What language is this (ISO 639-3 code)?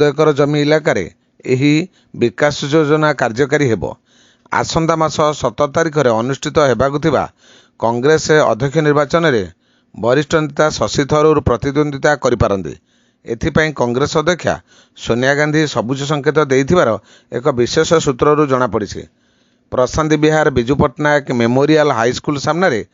ori